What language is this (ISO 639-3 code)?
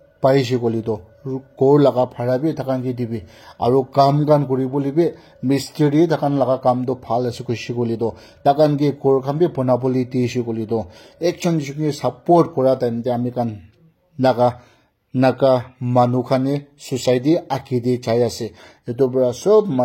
nag